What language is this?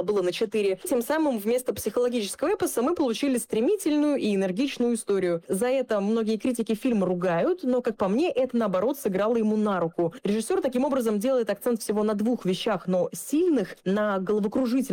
Russian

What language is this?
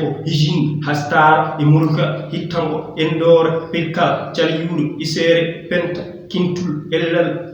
Fula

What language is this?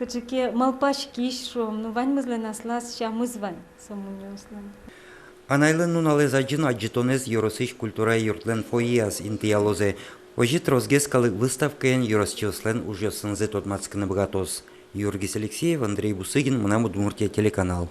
Udmurt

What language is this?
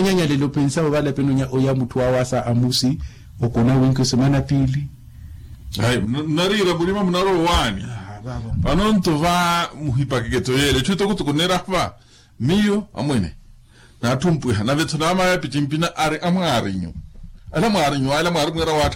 Makhuwa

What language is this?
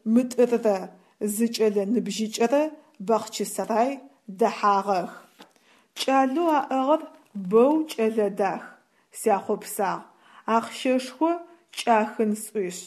Adyghe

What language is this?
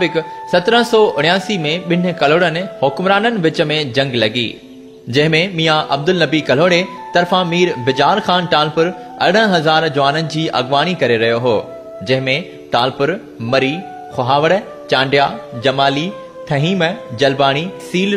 Sindhi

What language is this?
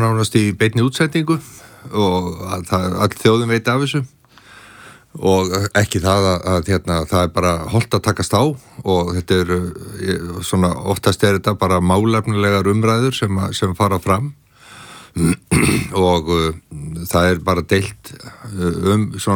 Icelandic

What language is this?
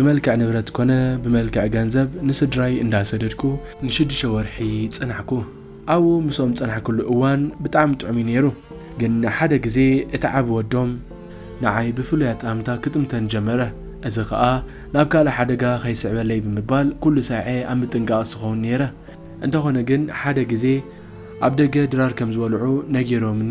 Tigrinya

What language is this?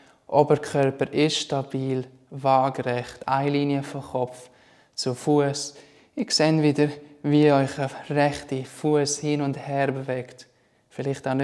Swiss German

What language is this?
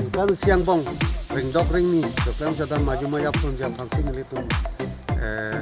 Karbi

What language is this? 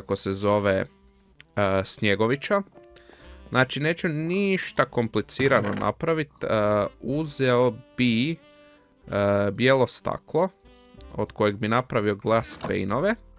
Croatian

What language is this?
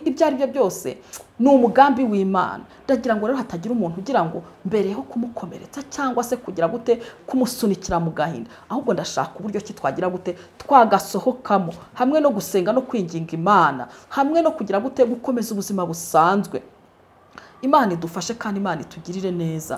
Kinyarwanda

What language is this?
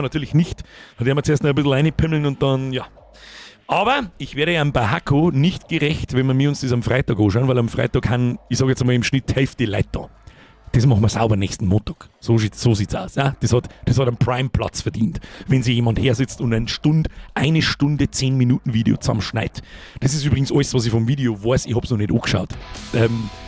Bavarian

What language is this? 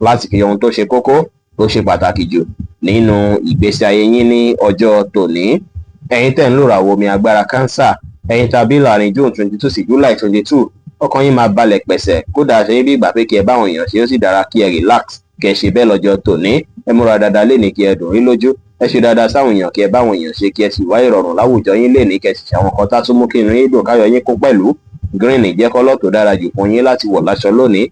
Yoruba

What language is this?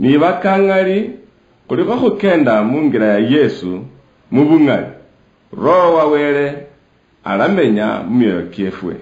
Luyia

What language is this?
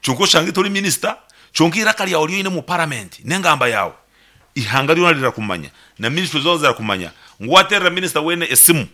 Nyankole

